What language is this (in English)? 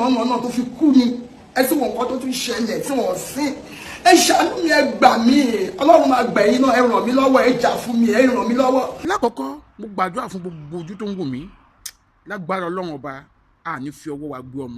Yoruba